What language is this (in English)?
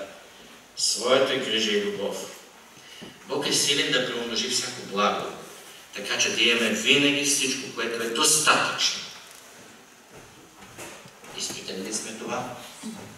Bulgarian